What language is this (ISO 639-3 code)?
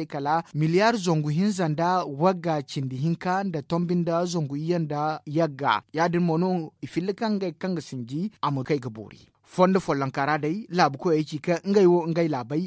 dje